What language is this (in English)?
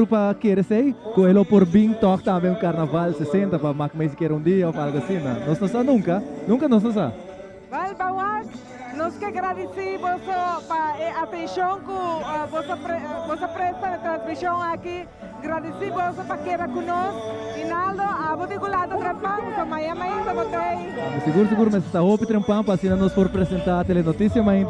Papiamento